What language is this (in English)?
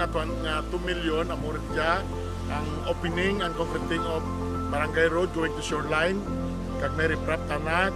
Kinaray-a